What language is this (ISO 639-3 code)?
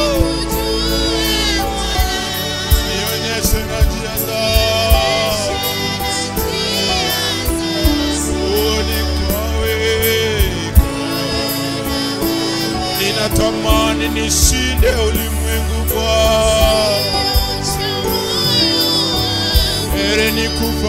swa